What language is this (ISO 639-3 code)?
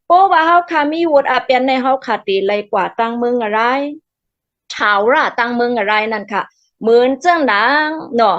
shn